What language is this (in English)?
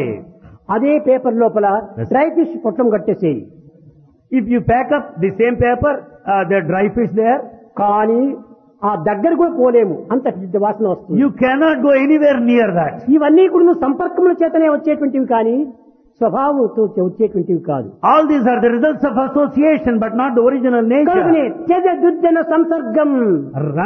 Telugu